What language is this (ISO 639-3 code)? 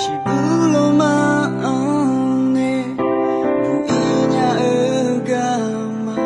ahk